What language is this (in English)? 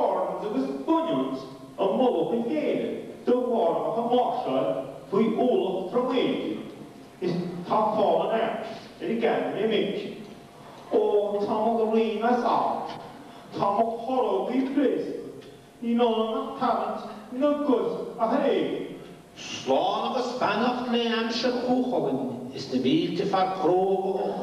Irish